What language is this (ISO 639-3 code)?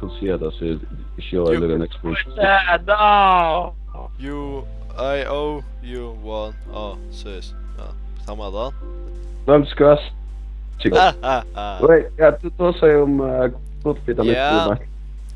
fao